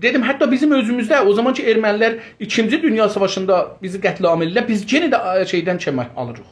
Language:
South Azerbaijani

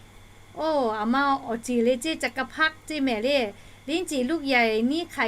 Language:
Lahu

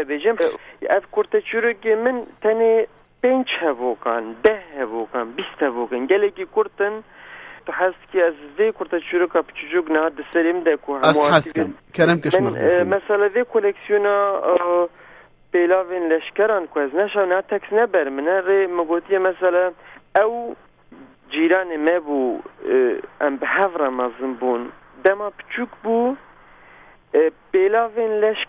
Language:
Kurdish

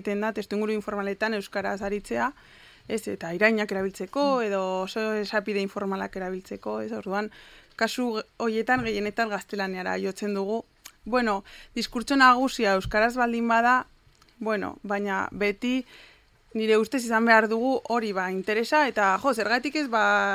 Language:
Basque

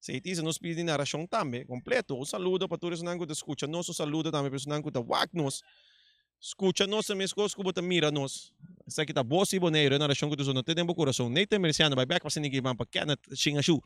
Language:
Papiamento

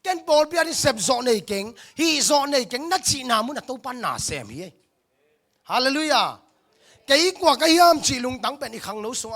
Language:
Tedim Chin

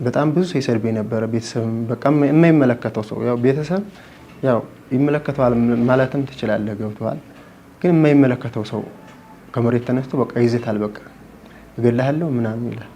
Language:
Amharic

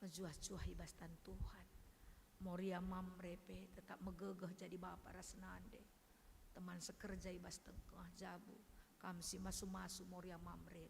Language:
Batak Karo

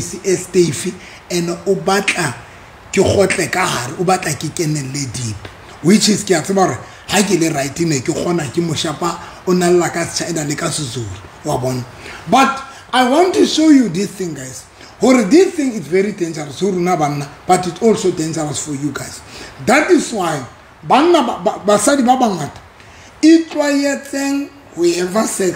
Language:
Southern Sotho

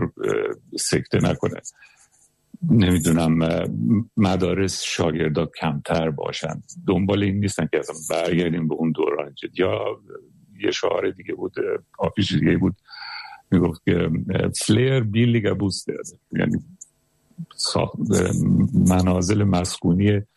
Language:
Persian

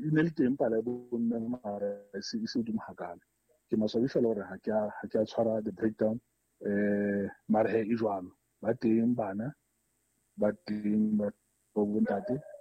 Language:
Southern Sotho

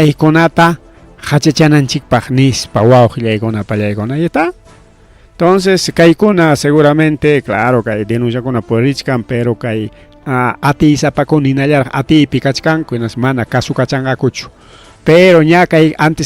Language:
Ayacucho Quechua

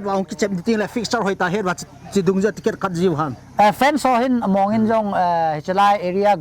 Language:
Paite Chin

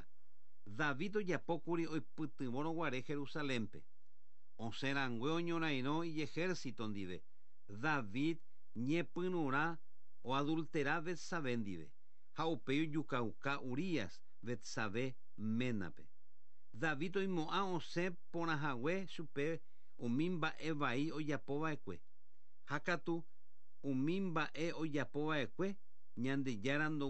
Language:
Guarani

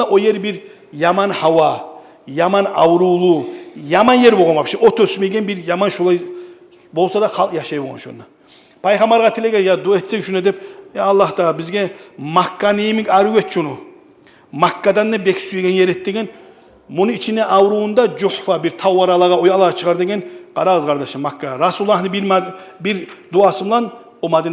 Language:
Kumyk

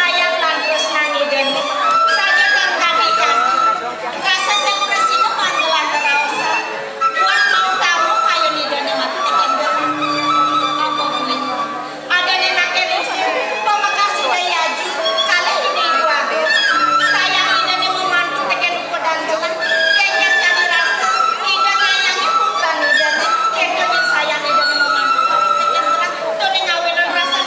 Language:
Balinese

